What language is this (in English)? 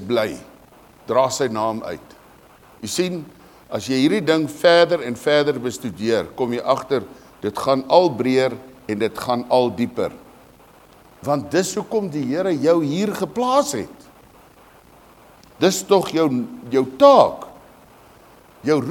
Afrikaans